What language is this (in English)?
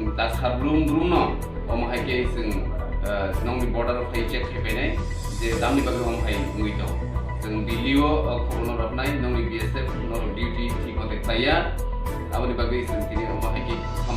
Kok Borok